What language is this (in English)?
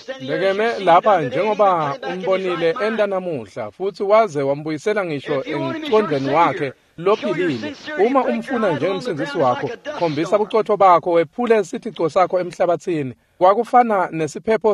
Swati